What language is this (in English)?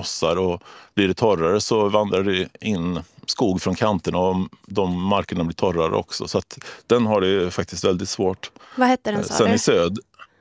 Swedish